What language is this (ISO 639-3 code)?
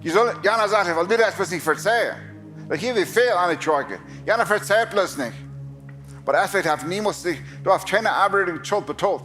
pdt